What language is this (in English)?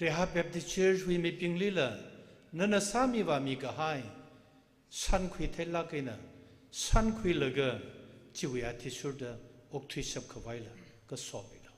Tangkhul Naga (India)